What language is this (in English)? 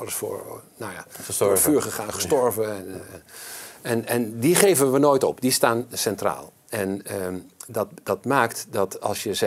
Dutch